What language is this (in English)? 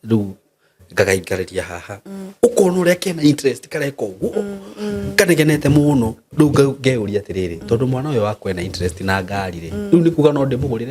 Kikuyu